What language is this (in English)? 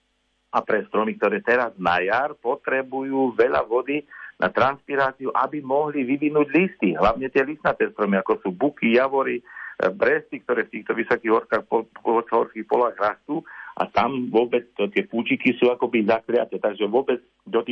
Slovak